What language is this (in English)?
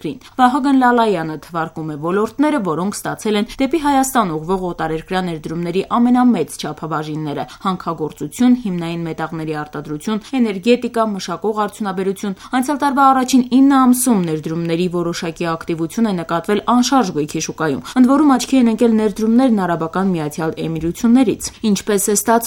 Armenian